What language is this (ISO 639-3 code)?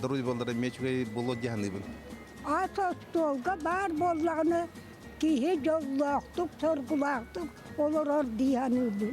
sah